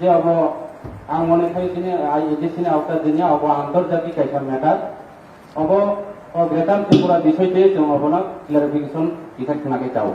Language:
Kok Borok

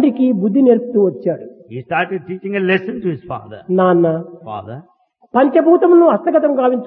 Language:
Telugu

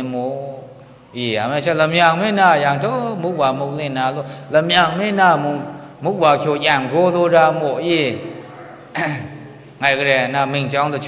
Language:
Maru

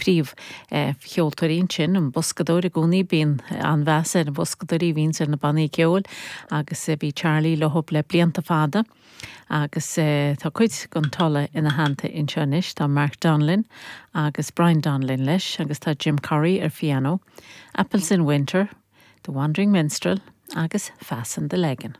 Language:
Irish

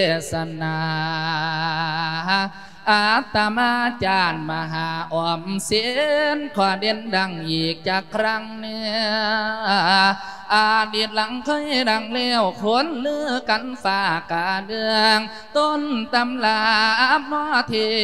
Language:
Thai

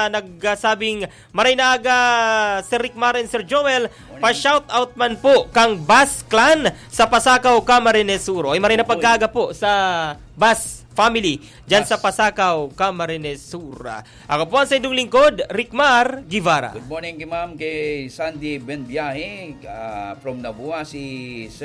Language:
Bikol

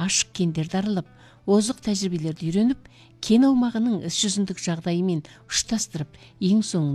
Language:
Kazakh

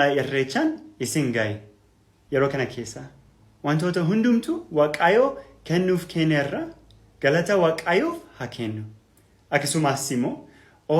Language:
Oromo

